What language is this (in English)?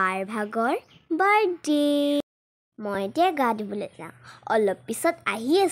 Assamese